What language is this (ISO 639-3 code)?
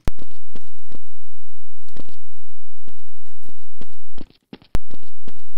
bul